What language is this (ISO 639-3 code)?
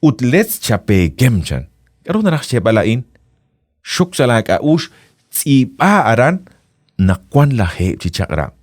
kek